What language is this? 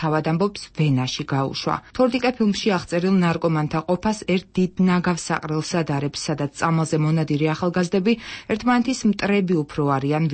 Georgian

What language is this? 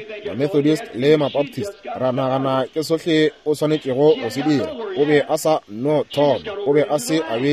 Northern Sotho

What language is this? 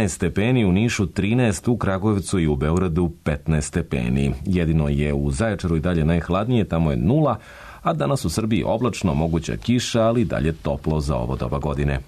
Serbian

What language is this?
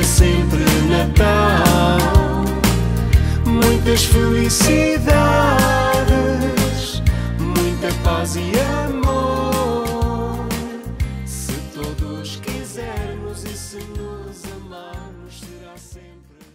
Portuguese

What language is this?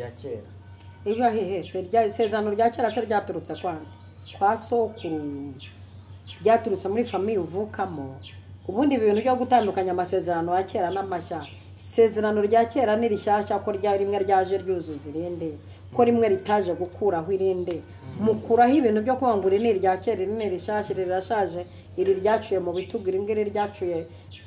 Kinyarwanda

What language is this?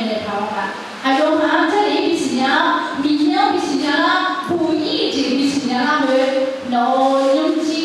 Akha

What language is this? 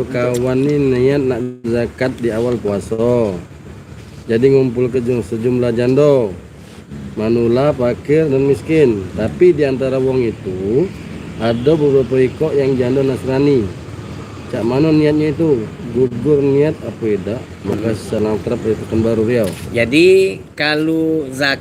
Musi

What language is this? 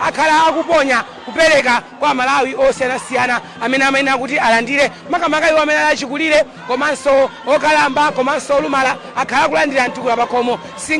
Nyanja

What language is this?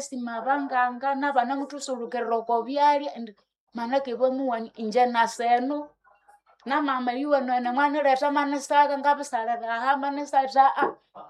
Nande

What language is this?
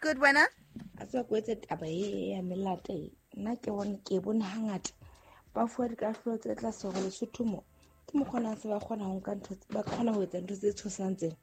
Southern Sotho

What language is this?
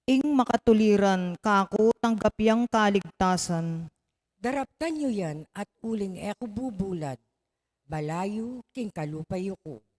Pampanga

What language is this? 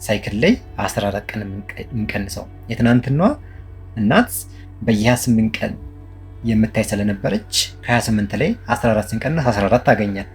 Amharic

